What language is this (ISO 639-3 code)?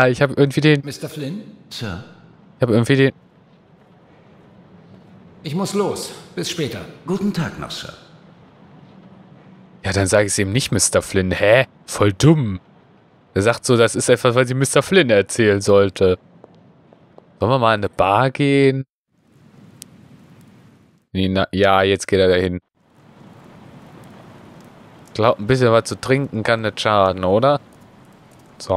deu